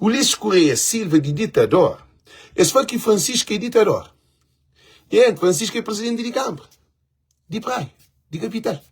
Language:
Kabuverdianu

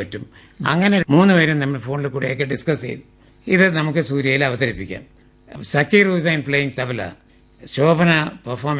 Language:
Malayalam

